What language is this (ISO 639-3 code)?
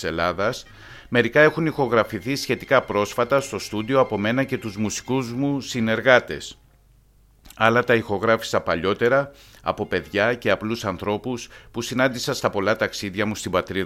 ell